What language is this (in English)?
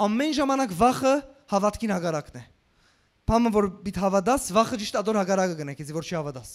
Western Armenian